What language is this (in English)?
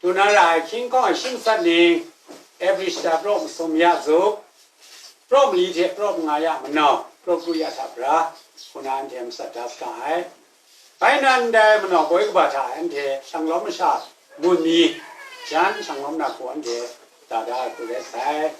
Kachin